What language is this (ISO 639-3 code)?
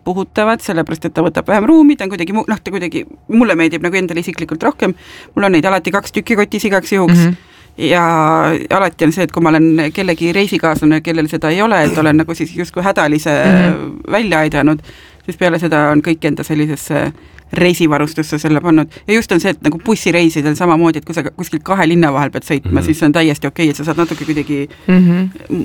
est